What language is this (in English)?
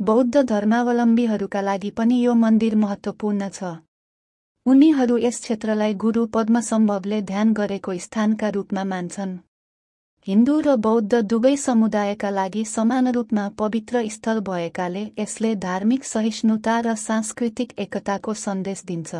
Nepali